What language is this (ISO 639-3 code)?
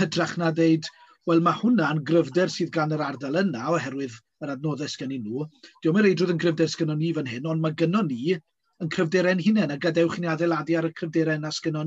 cym